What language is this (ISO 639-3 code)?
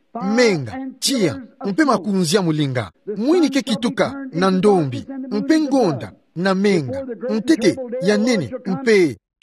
ktu